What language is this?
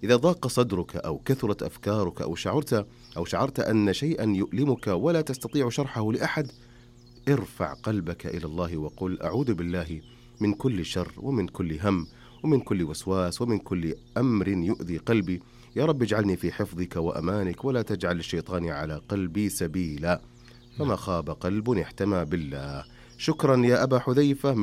Arabic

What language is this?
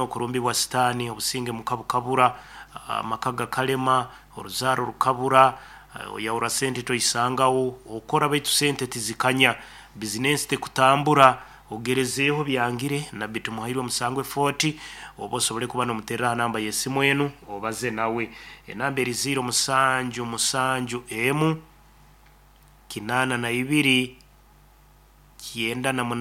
Nyoro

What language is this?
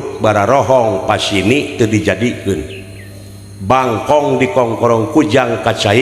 Sundanese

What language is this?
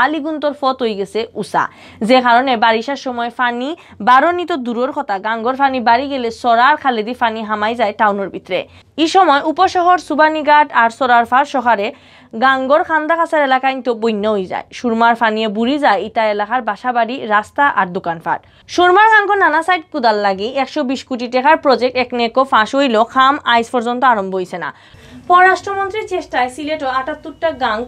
Sylheti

